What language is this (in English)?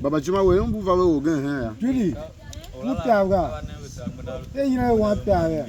Tiv